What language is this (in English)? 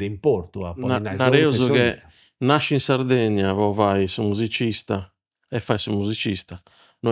Sardinian